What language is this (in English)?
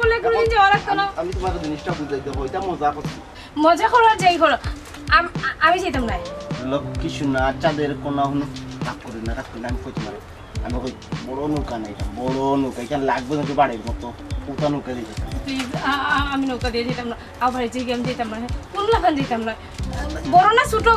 Sylheti